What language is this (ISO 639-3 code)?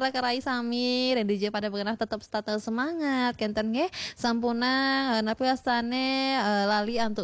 ban